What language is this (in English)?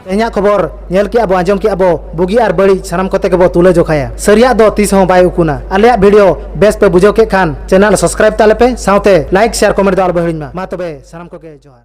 Santali